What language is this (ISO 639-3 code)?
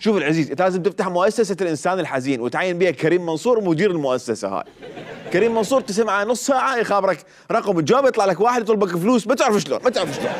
acm